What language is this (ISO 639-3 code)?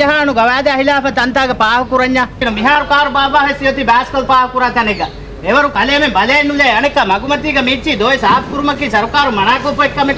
div